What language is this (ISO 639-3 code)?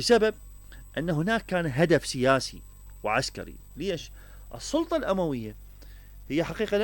acm